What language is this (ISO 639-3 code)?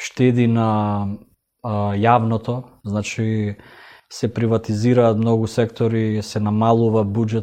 mkd